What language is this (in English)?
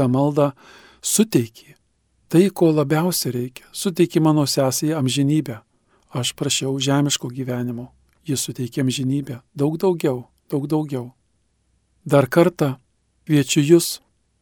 Lithuanian